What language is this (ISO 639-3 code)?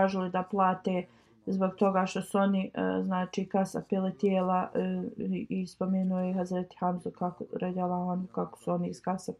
bos